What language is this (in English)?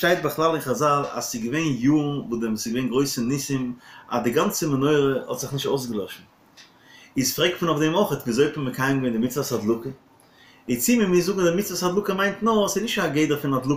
Yiddish